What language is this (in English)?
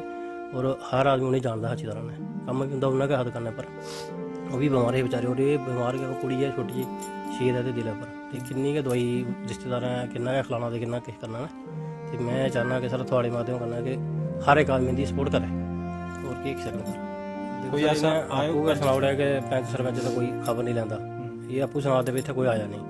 Dogri